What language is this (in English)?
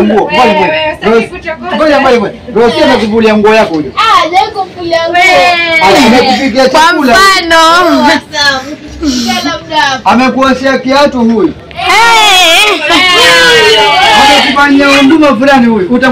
Swahili